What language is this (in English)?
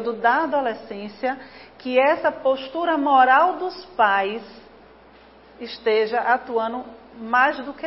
Portuguese